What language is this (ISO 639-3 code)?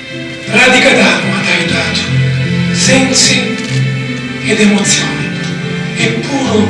scn